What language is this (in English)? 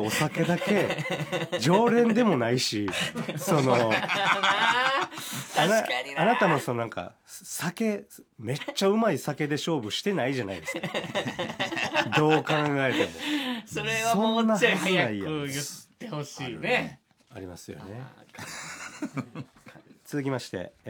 Japanese